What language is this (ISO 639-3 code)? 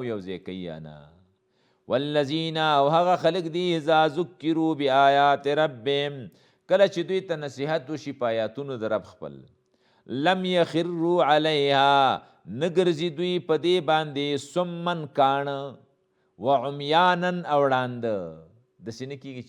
pus